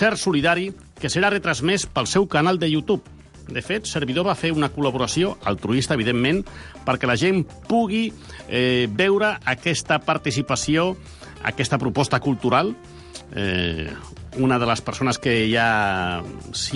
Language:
Catalan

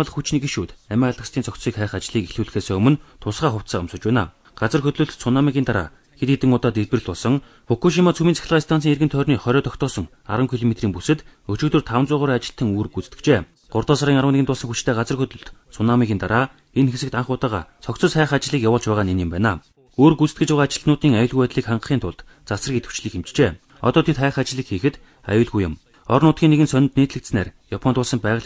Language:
Mongolian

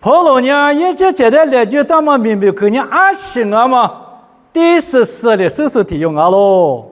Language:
Lisu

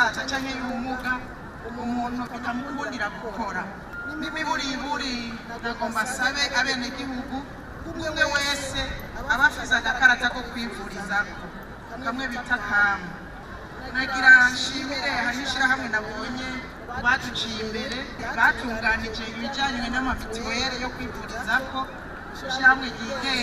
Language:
Rundi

